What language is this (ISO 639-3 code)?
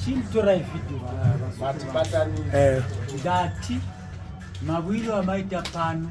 sna